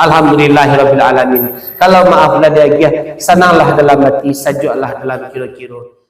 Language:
Minangkabau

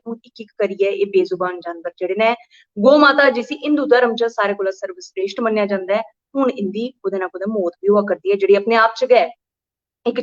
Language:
Dogri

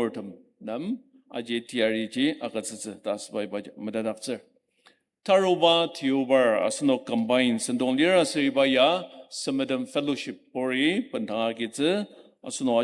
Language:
Ao Naga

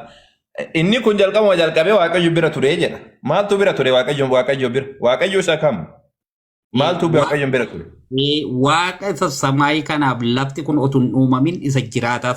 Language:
Oromo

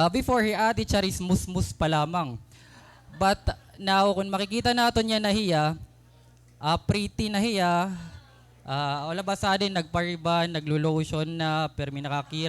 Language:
Waray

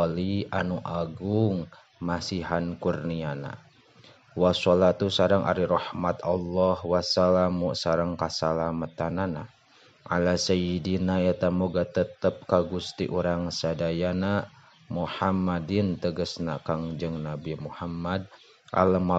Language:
Sundanese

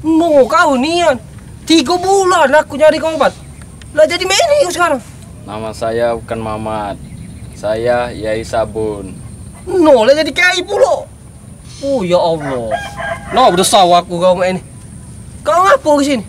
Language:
Musi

